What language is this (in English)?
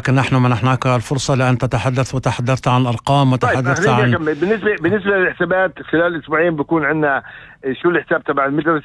North Levantine Arabic